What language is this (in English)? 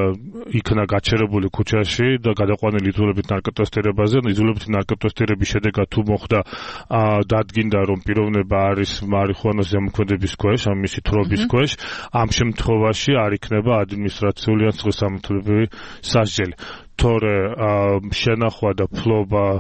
Georgian